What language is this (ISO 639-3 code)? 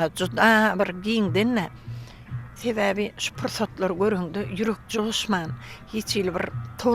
tuk